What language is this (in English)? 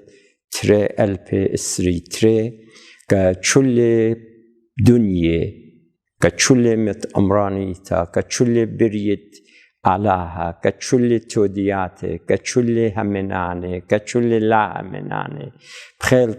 Assyrian Neo-Aramaic